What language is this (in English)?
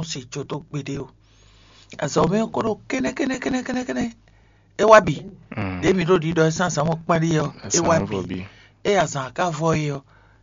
Fon